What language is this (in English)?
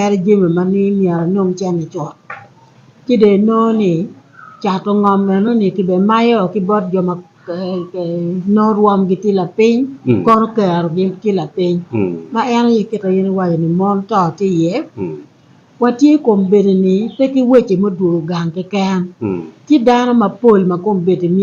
Acoli